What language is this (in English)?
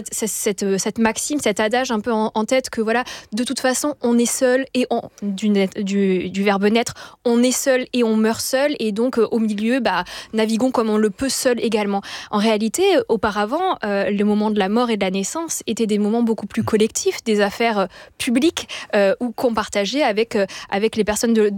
French